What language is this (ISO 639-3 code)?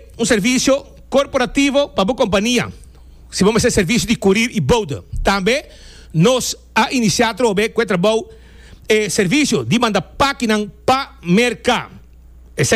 pap